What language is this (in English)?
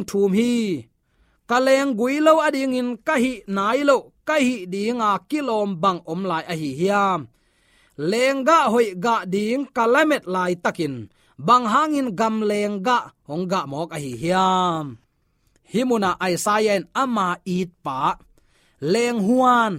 Tedim Chin